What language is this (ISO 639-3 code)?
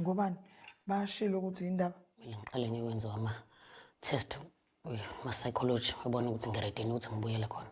zul